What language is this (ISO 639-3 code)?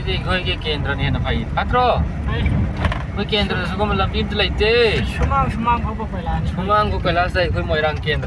mni